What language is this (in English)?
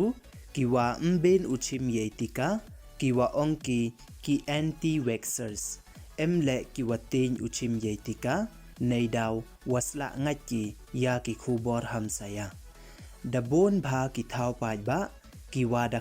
Pnar